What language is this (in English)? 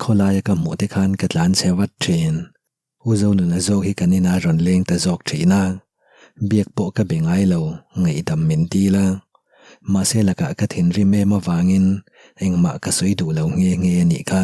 Mizo